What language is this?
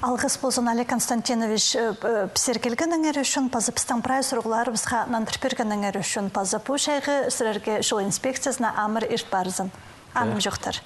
Khakas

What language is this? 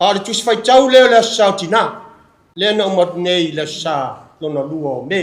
Samoan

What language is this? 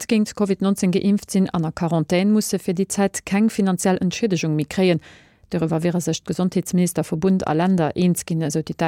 Luxembourgish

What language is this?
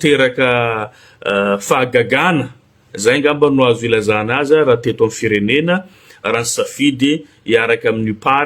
Malagasy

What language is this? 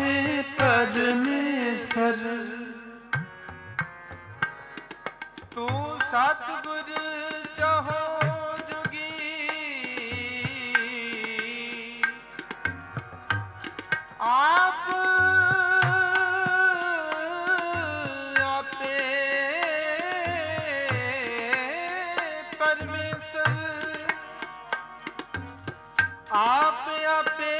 Punjabi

